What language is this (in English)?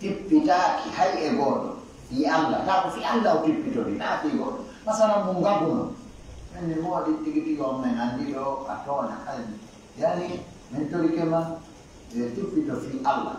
Pular